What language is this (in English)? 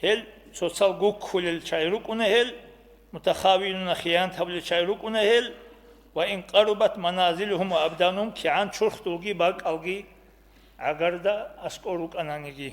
Avaric